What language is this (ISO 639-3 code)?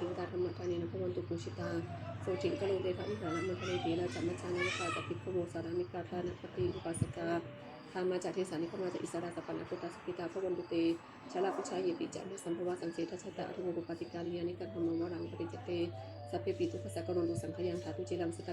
pli